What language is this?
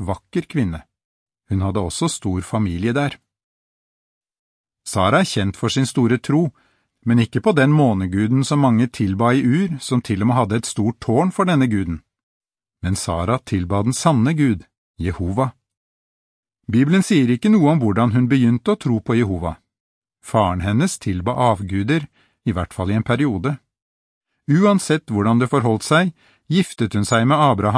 Norwegian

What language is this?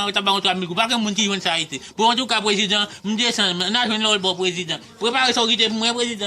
Haitian Creole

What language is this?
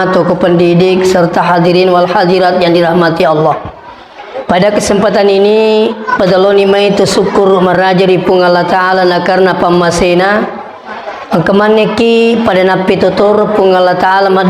Buginese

